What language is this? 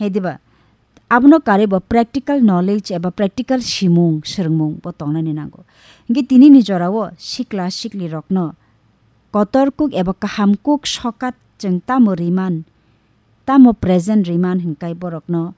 Kok Borok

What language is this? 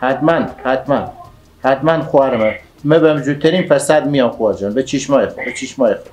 Persian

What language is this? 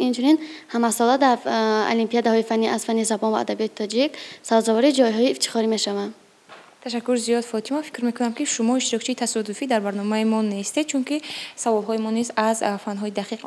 Tajik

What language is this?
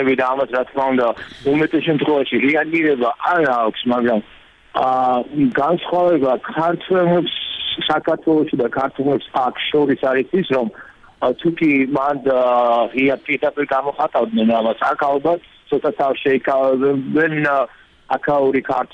Georgian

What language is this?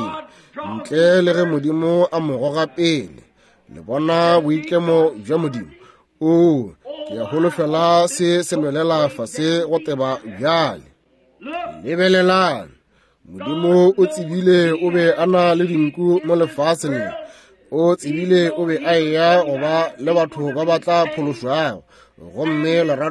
Northern Sotho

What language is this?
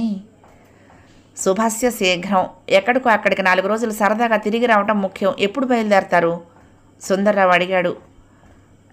Telugu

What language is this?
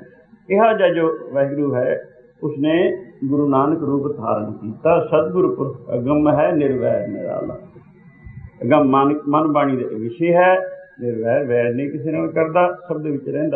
Punjabi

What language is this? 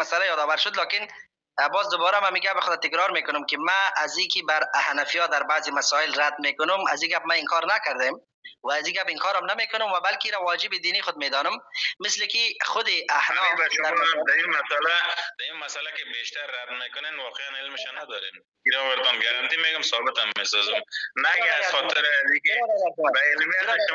Persian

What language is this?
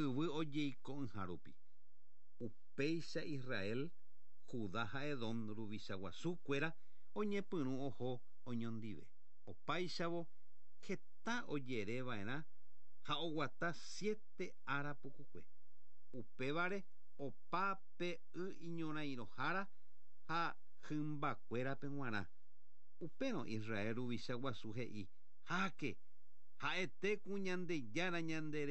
Guarani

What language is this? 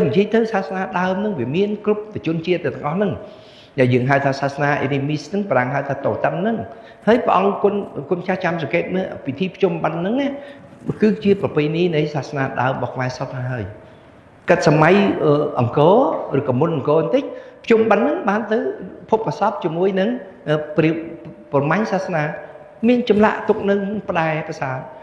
Khmer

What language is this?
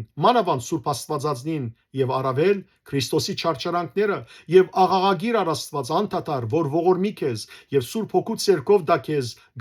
Western Armenian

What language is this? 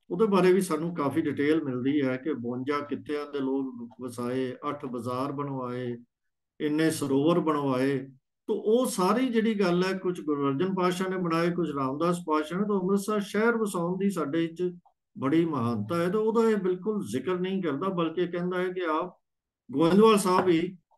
Punjabi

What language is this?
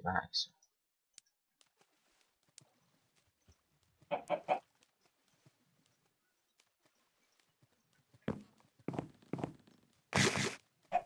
Estonian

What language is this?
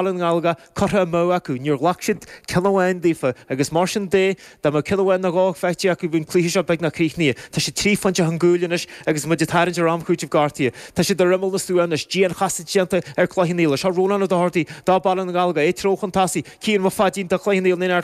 Irish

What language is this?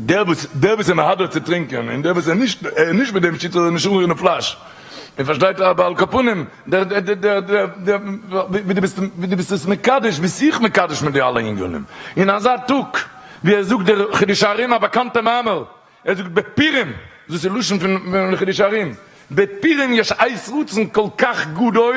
Yiddish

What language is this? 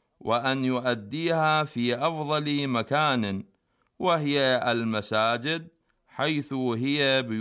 Arabic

